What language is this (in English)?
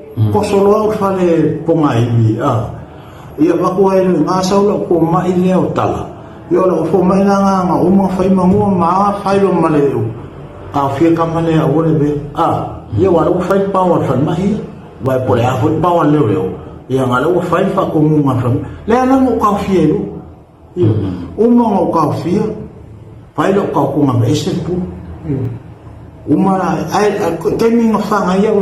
Samoan